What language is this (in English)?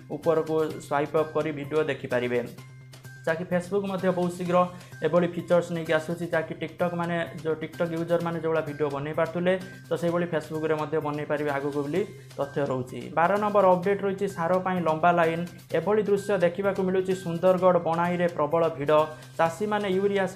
Odia